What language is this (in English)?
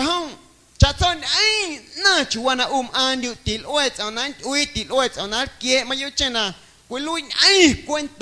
Guerrero Amuzgo